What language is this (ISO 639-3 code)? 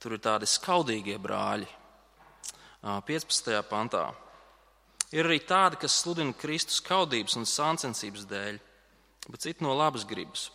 lav